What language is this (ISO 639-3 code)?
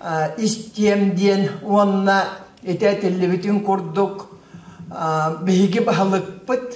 sah